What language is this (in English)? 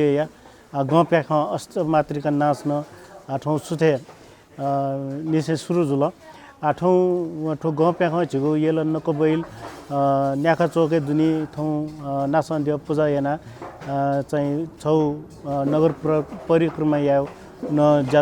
Newari